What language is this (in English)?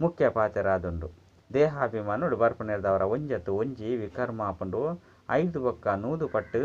Tulu